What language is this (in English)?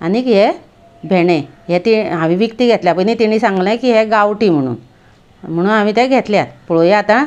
Konkani